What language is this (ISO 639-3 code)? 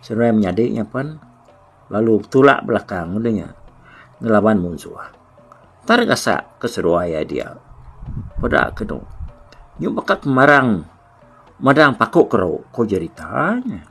iba